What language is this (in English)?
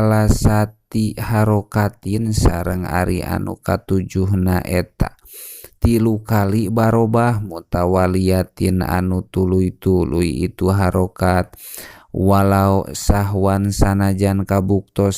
Sundanese